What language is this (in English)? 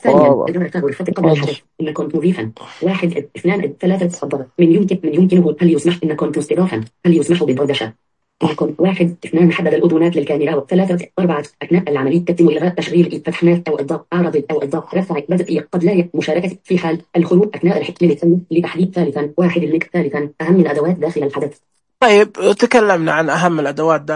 Najdi Arabic